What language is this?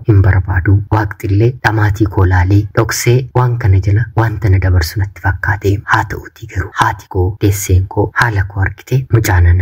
Oromo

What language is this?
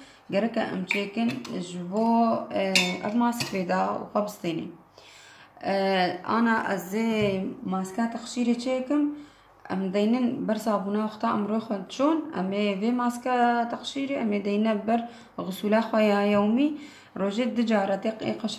Kurdish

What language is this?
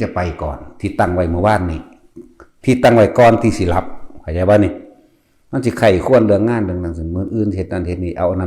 Northeastern Thai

